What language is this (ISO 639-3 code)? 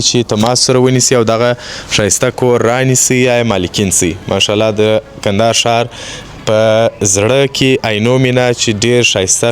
pus